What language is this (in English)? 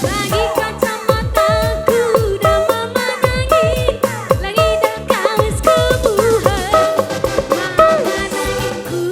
Batak Karo